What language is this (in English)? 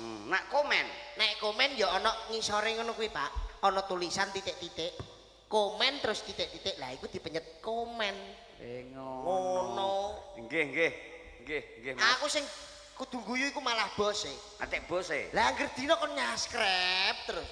Javanese